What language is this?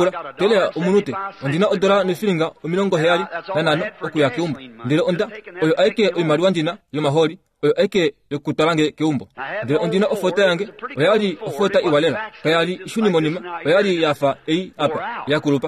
Kuanyama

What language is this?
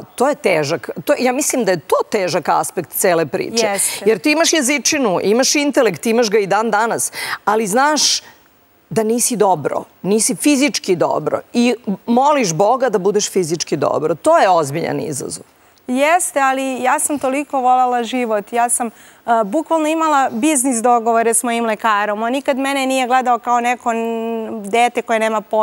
Serbian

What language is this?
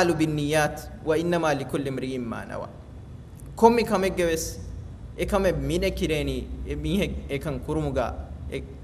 Divehi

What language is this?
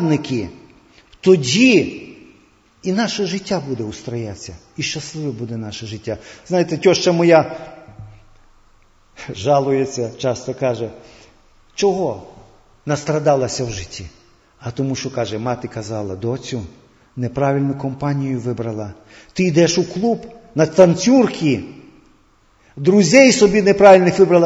Ukrainian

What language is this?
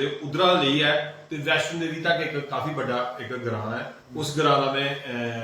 Dogri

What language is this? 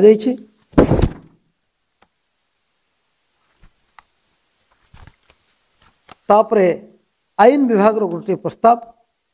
Odia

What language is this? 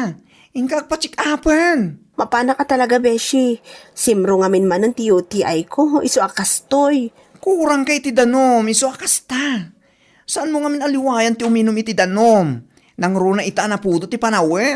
Iloko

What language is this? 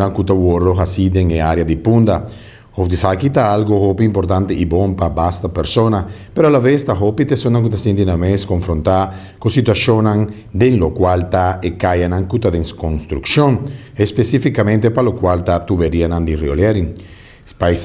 Papiamento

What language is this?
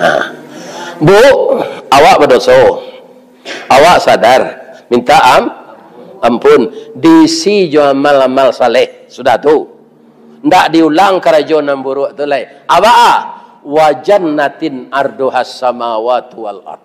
Minangkabau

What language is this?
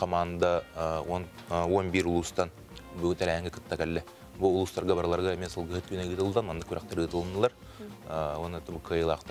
Yakut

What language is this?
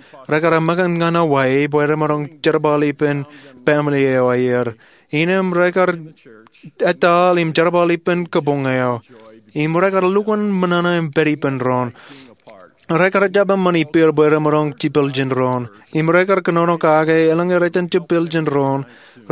Marshallese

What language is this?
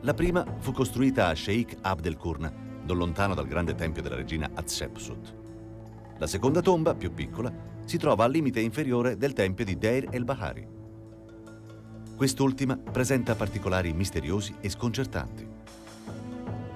Italian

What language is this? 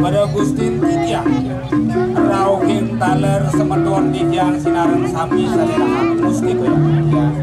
Balinese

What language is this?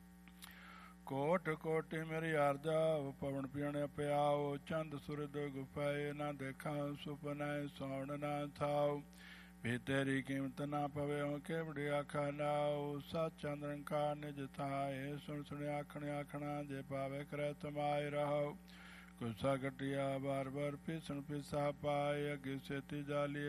Punjabi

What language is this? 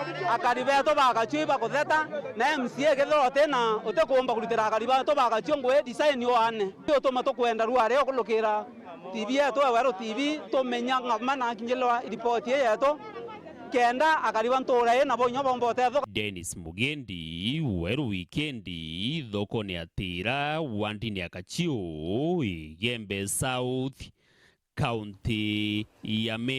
Meru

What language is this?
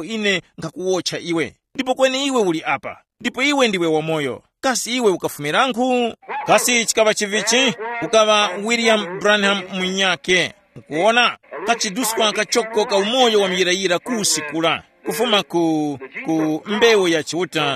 Tumbuka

